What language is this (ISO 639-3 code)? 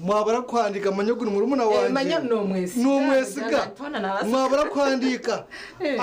nyn